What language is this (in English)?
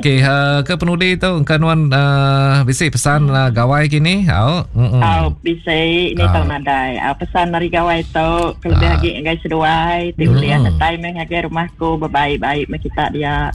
Iban